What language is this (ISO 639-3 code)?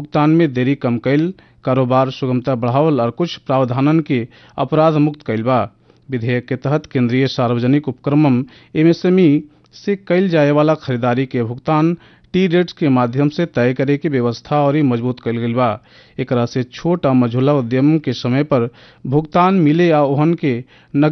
bho